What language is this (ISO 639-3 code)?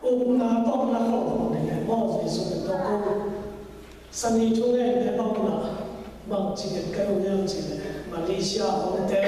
ctd